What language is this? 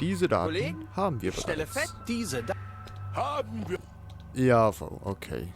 Swiss German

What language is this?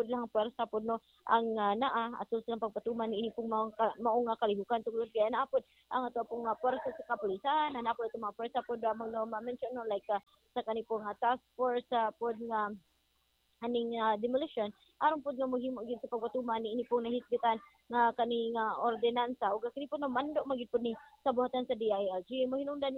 Cebuano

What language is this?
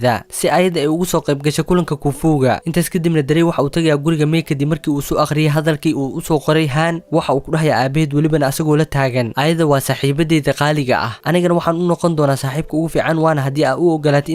Somali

